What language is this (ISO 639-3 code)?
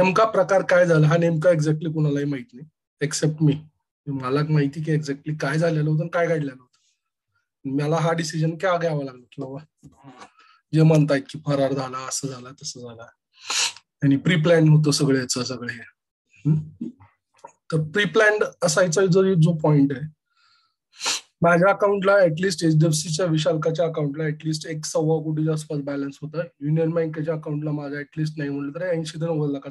mar